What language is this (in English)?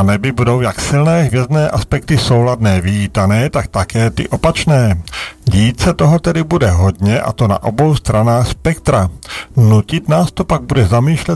Czech